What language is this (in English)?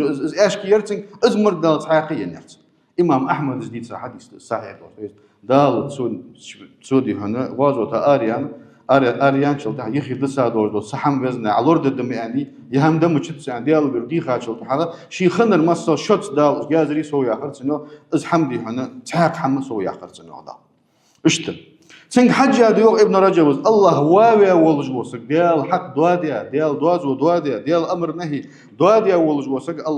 Ingush